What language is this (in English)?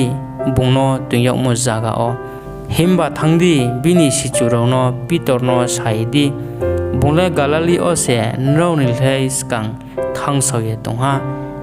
Riang (India)